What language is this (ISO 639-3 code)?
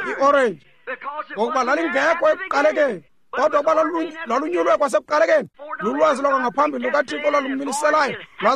xho